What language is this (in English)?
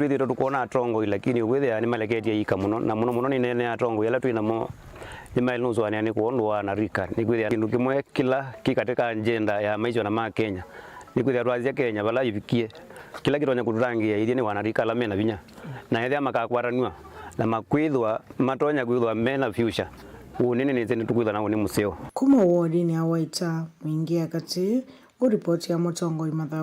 Kamba